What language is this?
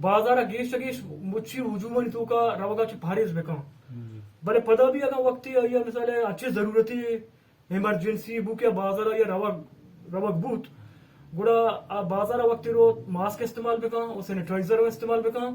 Eastern Balochi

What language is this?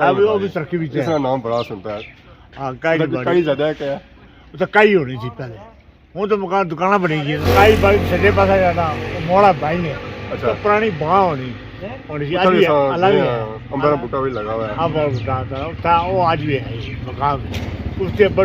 Pahari-Potwari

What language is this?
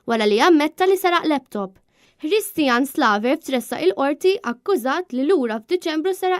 Maltese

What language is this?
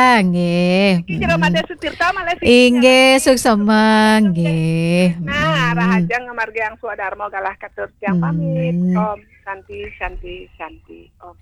Balinese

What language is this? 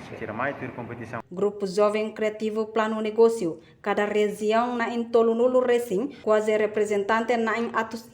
Tetum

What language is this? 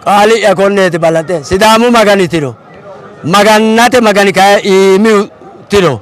Sidamo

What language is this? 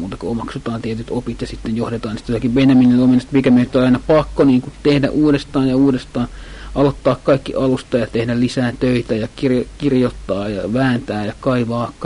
Finnish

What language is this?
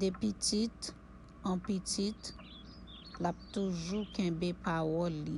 Haitian Creole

